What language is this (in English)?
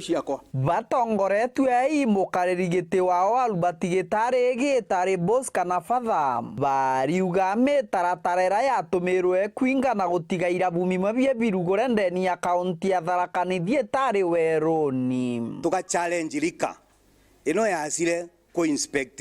Meru